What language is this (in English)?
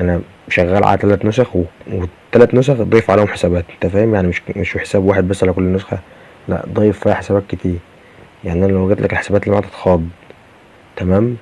Egyptian Arabic